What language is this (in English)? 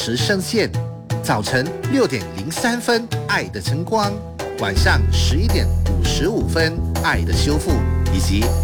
Chinese